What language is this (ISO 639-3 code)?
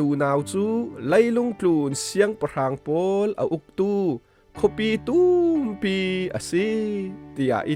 cfm